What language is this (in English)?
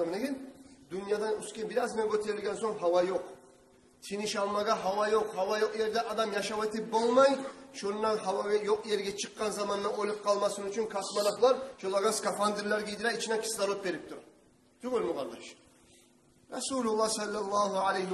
Kumyk